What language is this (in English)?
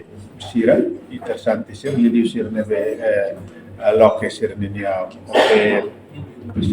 Tetum